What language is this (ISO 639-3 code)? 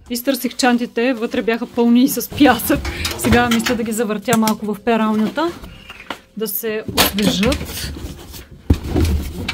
bul